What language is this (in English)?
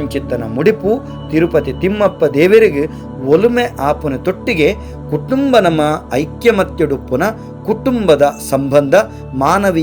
Tulu